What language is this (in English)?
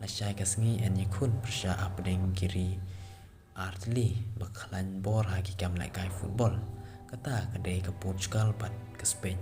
Khasi